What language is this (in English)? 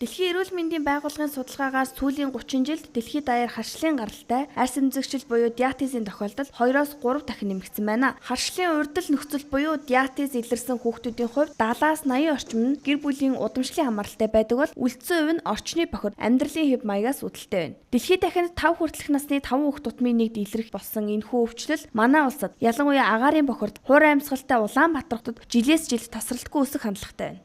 Mongolian